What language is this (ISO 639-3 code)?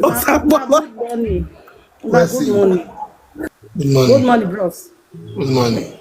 pcm